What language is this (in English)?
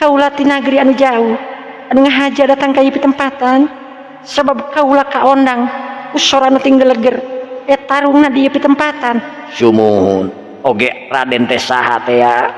Sundanese